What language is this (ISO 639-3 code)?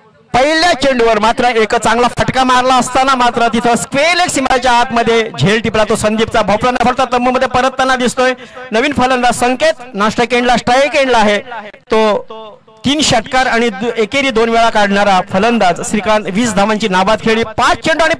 mar